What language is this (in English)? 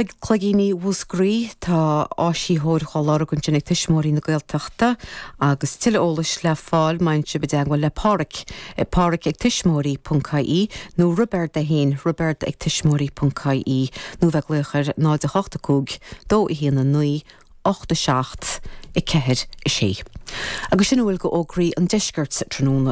Irish